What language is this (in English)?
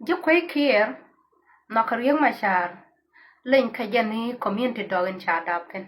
Nuer